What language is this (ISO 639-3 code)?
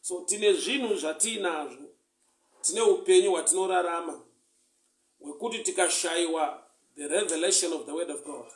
sna